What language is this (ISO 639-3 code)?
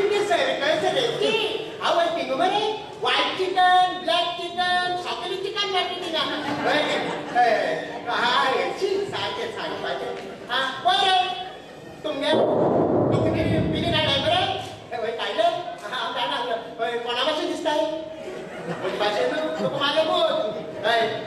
kok